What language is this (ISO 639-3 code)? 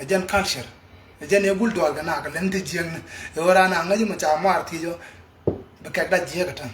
nus